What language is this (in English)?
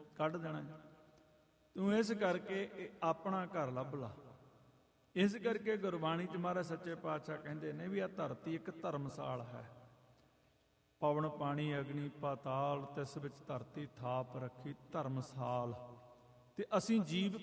Punjabi